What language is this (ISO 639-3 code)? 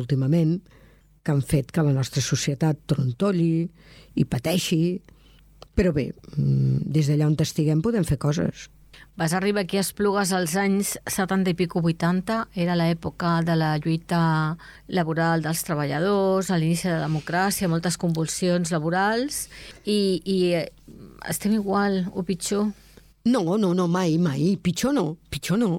cat